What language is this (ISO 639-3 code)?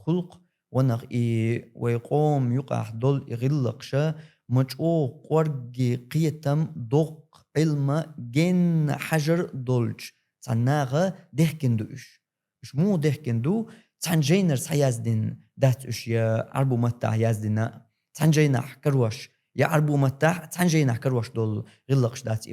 che